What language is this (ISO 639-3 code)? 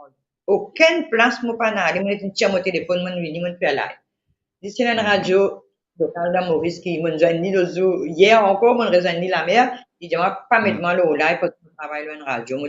mfe